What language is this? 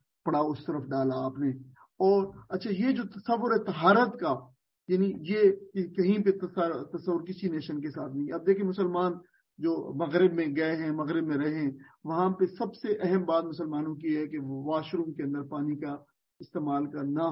Urdu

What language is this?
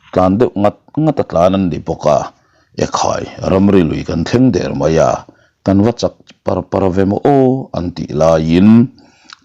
Mizo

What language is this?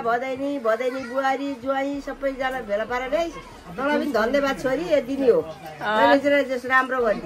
Nepali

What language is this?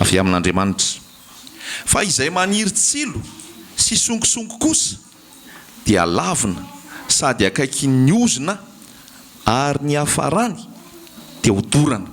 Malagasy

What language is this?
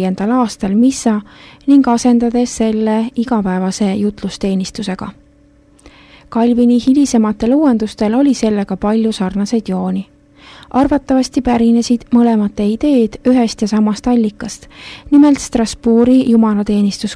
Estonian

